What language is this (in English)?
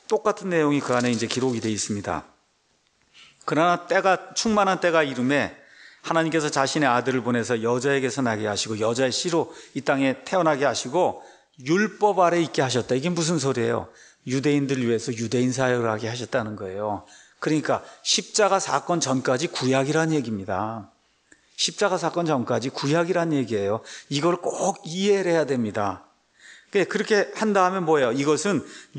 Korean